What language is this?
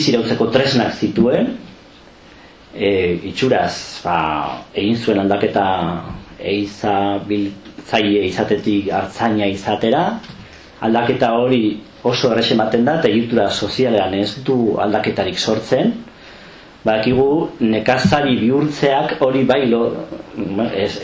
Basque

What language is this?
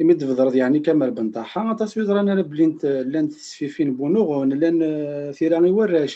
Kabyle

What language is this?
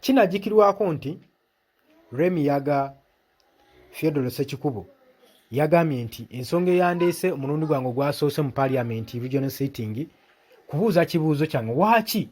Ganda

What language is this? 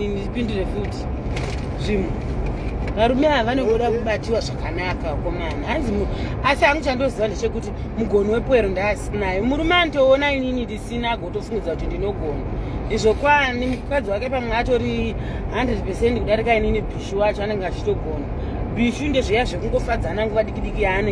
Shona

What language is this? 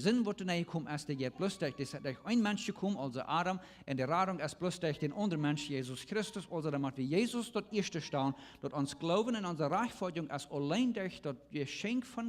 Plautdietsch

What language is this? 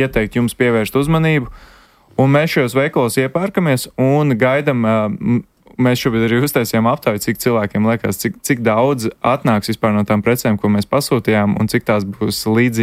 Latvian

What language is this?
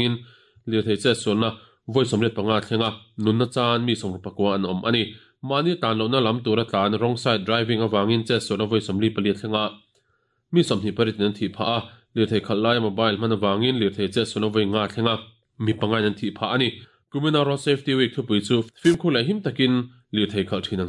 Mizo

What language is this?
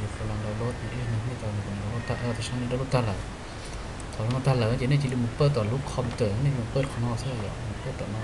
Hmong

